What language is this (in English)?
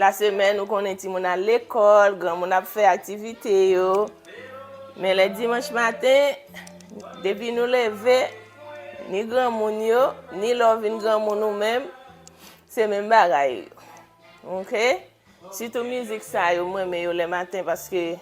Haitian Creole